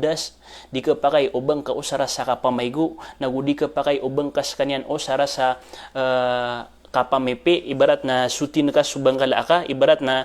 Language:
Maranao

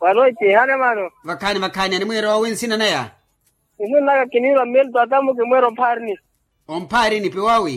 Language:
Makhuwa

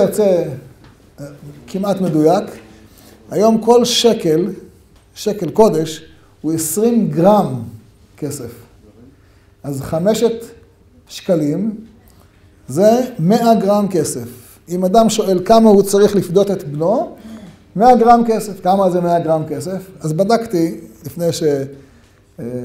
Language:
Hebrew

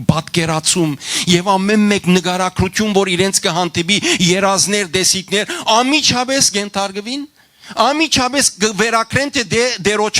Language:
Western Armenian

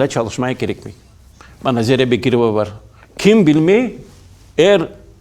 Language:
Crimean Tatar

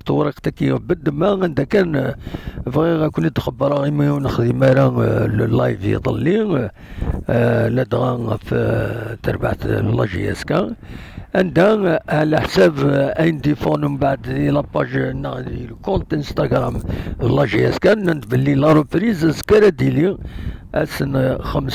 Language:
Kabyle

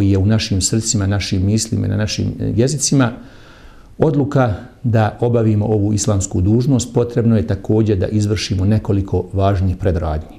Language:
Bosnian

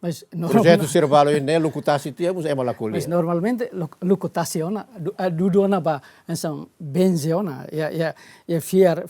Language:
Tetum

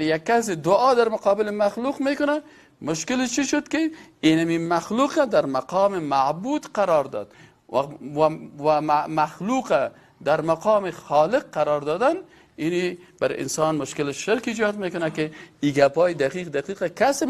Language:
Persian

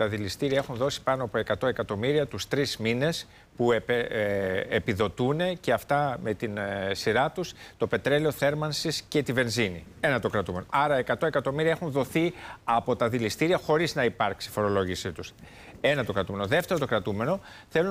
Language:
Greek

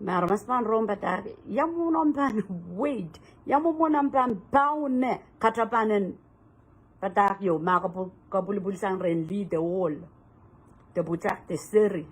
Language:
Pohnpeian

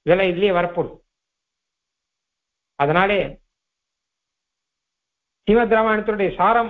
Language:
Tamil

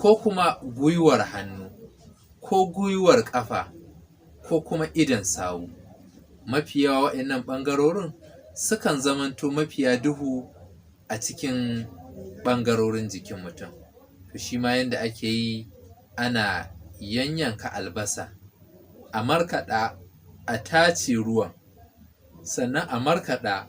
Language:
Hausa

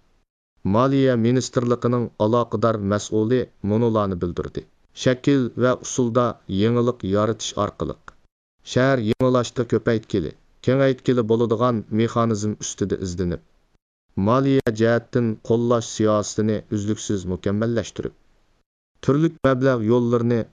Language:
Uyghur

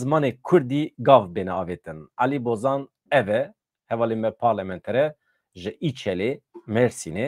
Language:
Kurdish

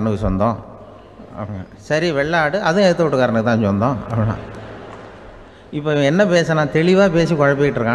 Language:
Tamil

